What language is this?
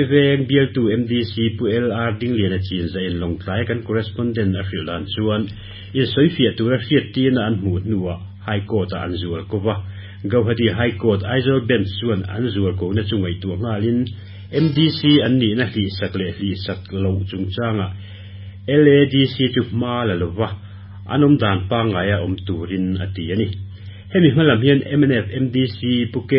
Mizo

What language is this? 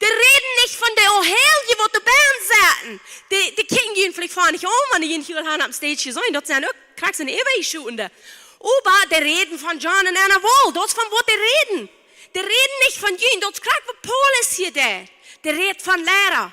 Plautdietsch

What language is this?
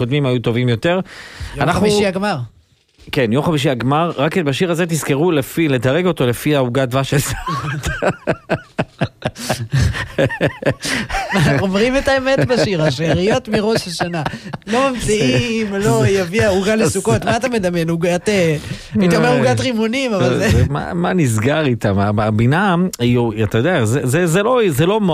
Hebrew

